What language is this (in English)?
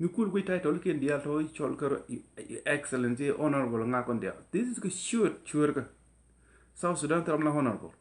Nuer